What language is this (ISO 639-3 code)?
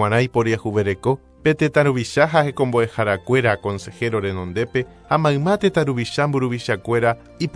grn